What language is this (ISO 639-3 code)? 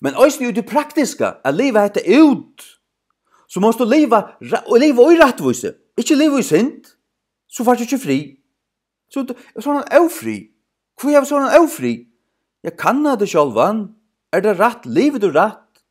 fao